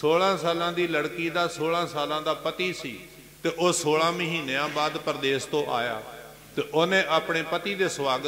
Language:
Punjabi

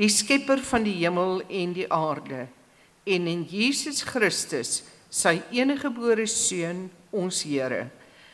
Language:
Afrikaans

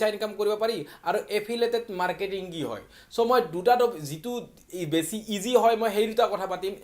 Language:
Assamese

